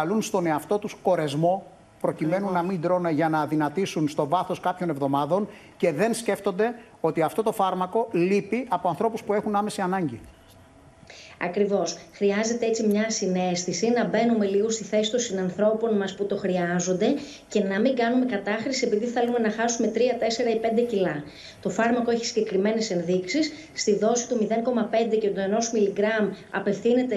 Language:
Greek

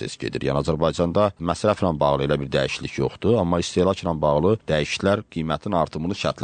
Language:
Azerbaijani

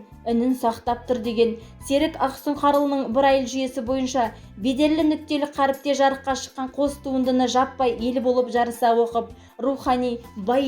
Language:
Kazakh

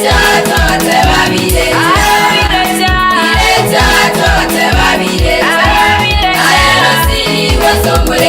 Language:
Gusii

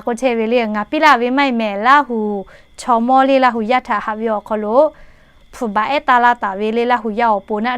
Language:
Lahu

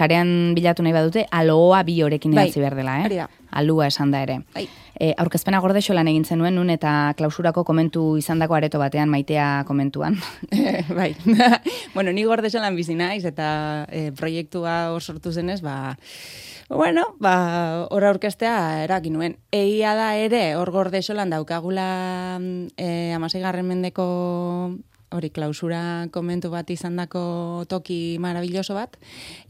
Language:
Basque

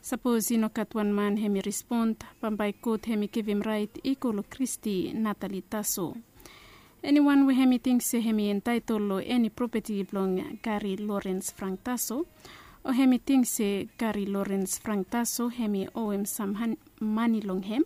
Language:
Bislama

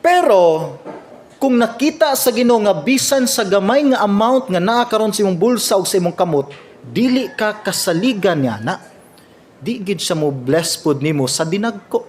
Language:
Cebuano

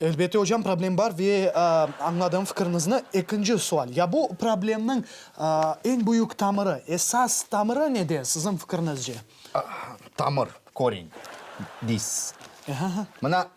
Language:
Crimean Tatar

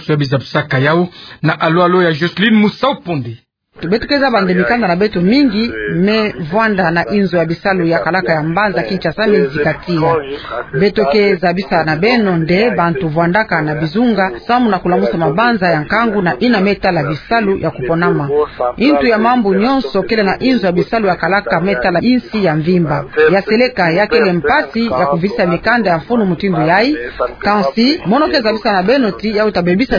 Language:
Kituba (Democratic Republic of Congo)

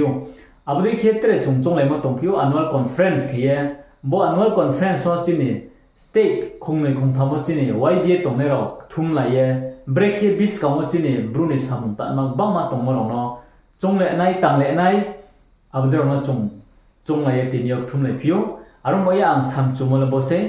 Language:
Riang (India)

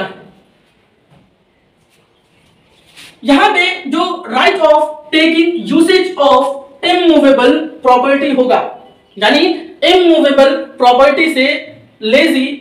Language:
Hindi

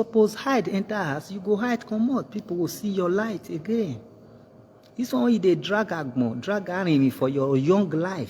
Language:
Nigerian Pidgin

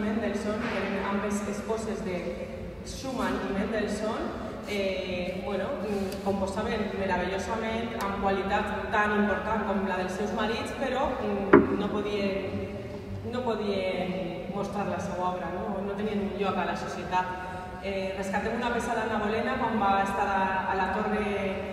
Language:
Catalan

